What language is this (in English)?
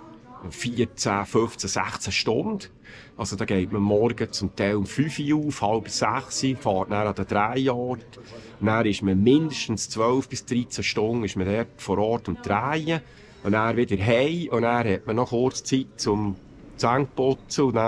Swiss German